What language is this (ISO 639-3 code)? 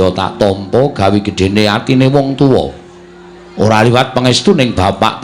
jav